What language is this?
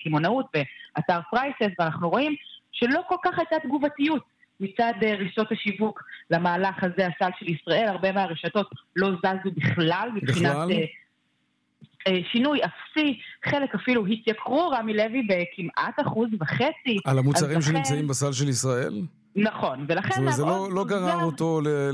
Hebrew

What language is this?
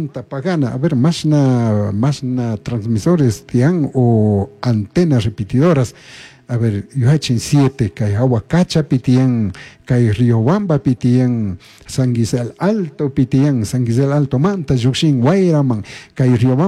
Chimborazo Highland Quichua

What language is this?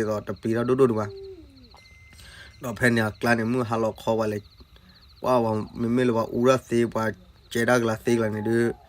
S'gaw Karen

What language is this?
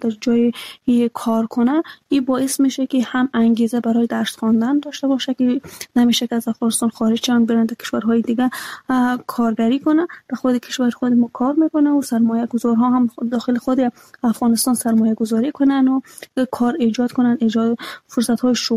Persian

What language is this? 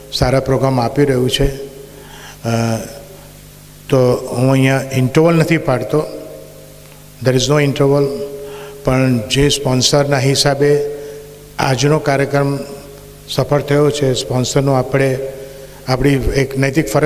Gujarati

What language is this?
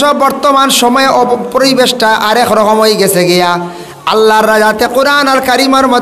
Sylheti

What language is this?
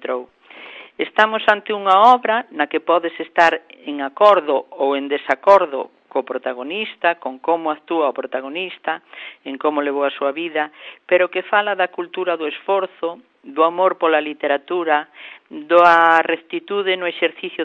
Galician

